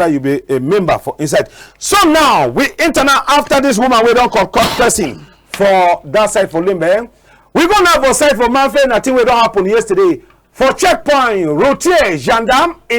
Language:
Cameroon Pidgin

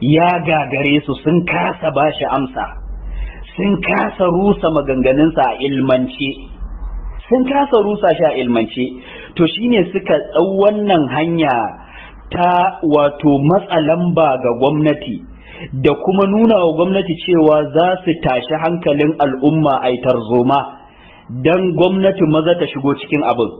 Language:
Hausa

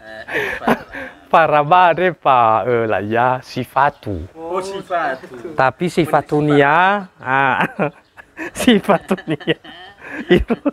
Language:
Nias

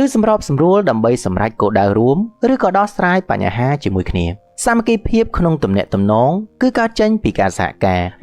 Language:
Khmer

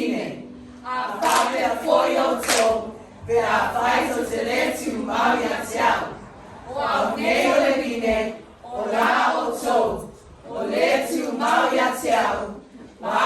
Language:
Samoan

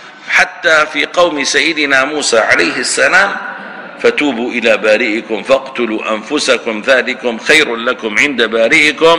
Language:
Arabic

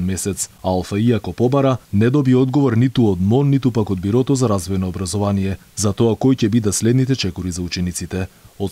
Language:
Macedonian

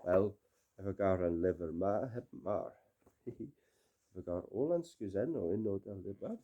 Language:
Cornish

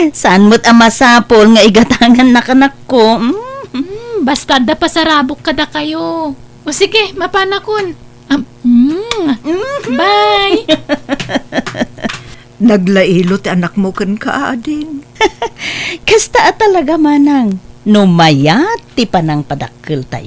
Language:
Iloko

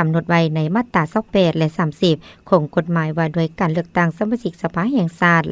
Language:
Lao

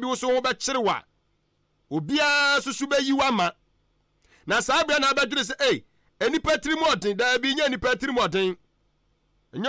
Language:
Akan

